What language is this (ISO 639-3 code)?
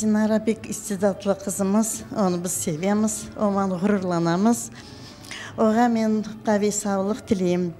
crh